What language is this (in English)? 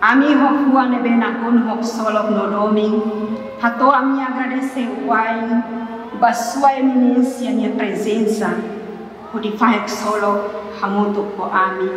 Tetum